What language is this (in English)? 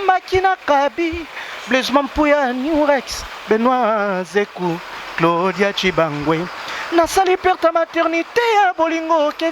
Lingala